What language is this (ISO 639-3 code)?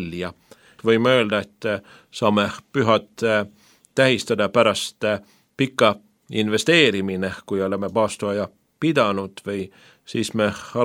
est